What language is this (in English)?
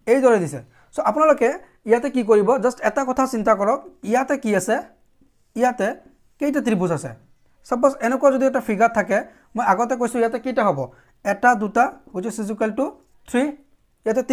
Assamese